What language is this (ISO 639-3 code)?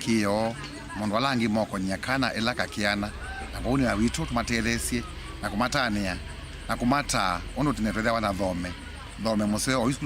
kam